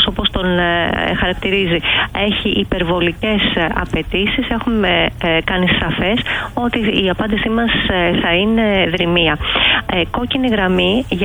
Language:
Greek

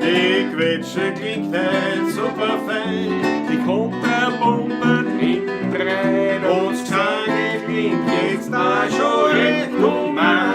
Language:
Bavarian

